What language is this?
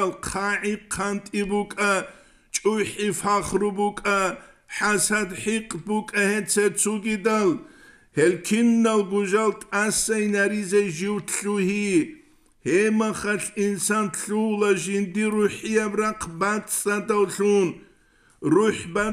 Avaric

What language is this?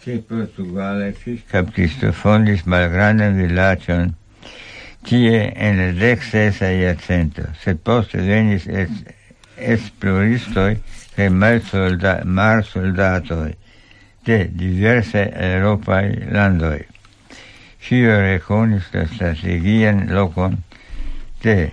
Esperanto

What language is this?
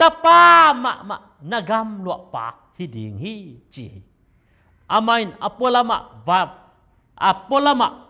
Tedim Chin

